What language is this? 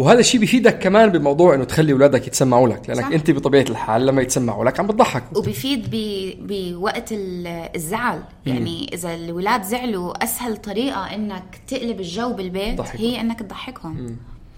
North Levantine Arabic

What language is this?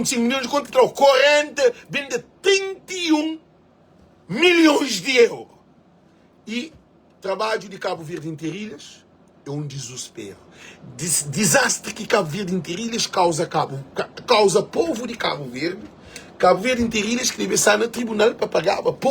Kabuverdianu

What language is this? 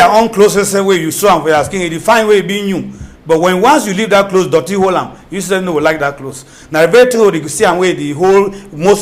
Cameroon Pidgin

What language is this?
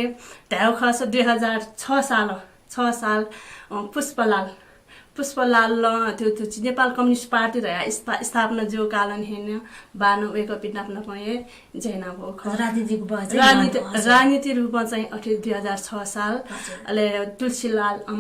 Newari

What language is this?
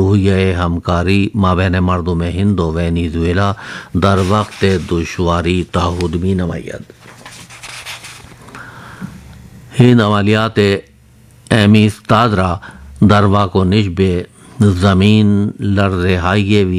Urdu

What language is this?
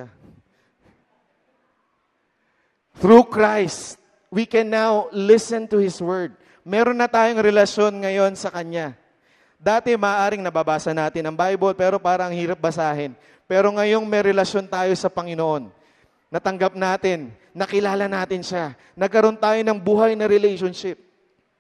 Filipino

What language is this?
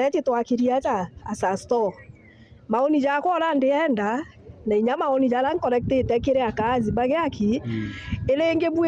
Meru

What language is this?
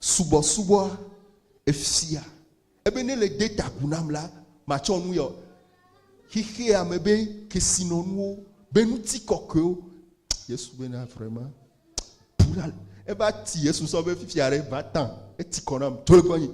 Ewe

